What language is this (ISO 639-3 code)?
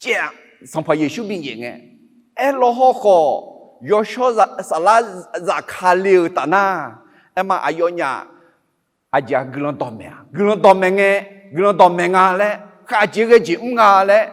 ahk